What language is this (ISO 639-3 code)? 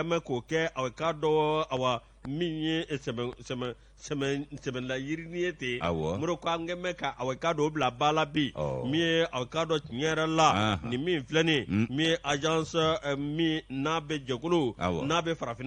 bam